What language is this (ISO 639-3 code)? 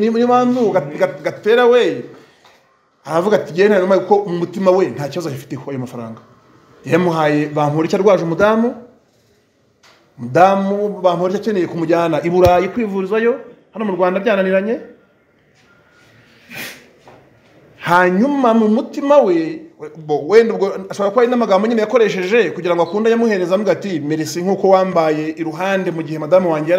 kin